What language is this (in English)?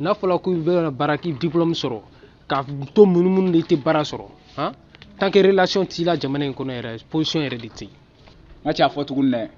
Bambara